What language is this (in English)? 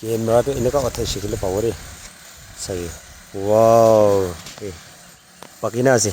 Naga Pidgin